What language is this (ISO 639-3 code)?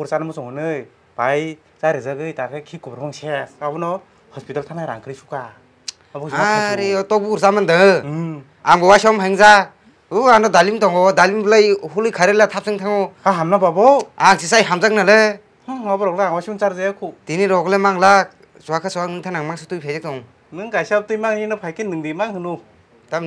trp